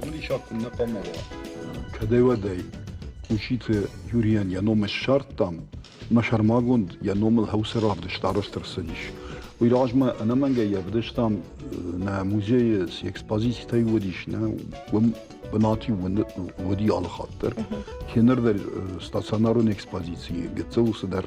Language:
Ossetic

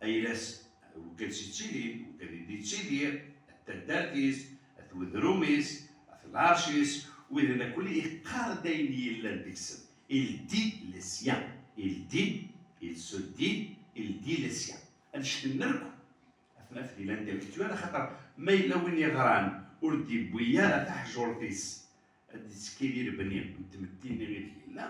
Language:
Kabyle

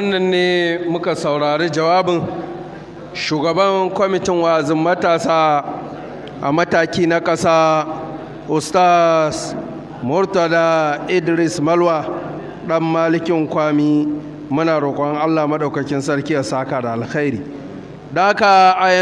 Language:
Hausa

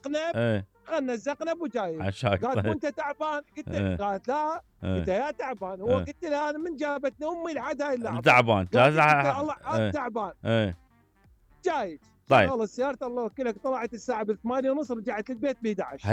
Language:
Mesopotamian Arabic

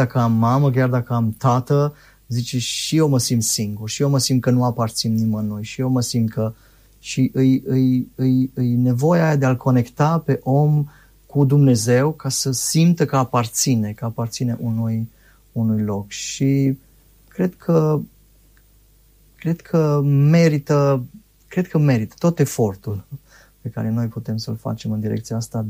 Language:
Romanian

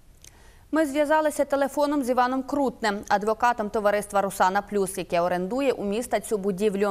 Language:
Ukrainian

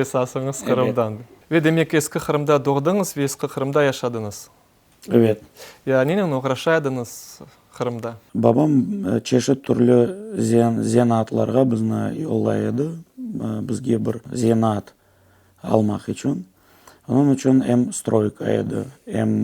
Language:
Crimean Tatar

